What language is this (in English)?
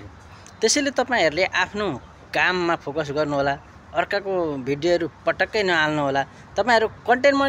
Nepali